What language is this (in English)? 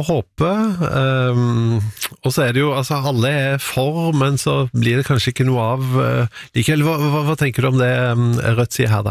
Norwegian